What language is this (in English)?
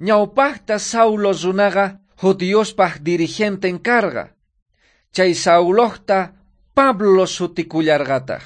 South Bolivian Quechua